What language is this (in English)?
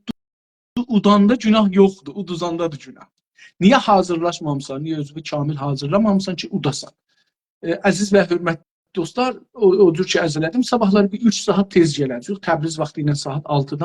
South Azerbaijani